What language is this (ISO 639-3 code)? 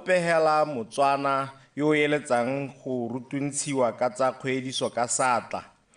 tsn